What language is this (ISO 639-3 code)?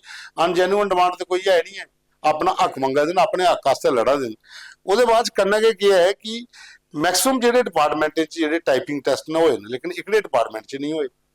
doi